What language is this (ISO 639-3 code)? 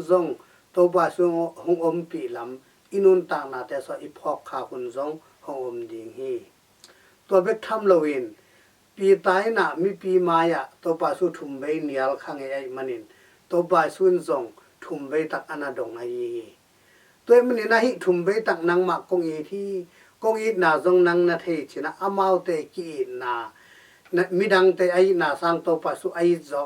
ctd